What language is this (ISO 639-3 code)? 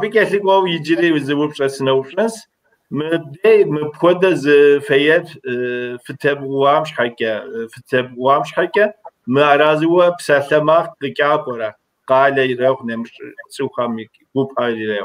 kbd